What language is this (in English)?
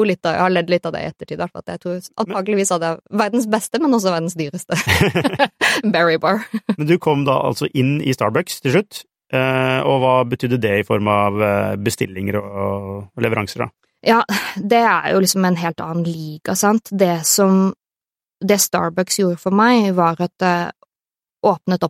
Norwegian